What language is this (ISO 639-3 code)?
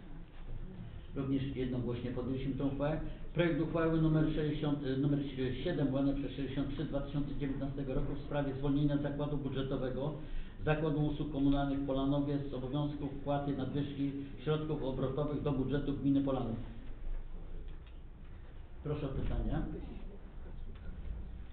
pol